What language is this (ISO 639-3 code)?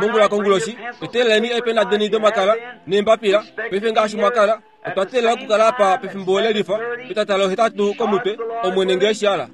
kua